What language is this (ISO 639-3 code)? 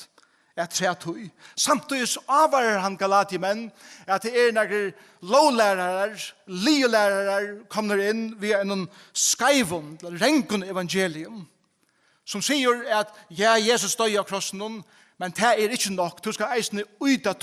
fao